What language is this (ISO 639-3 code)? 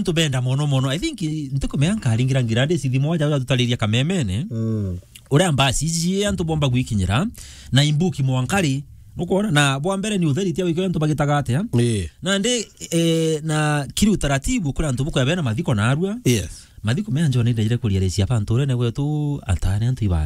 mer